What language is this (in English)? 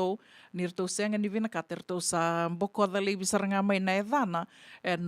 Fijian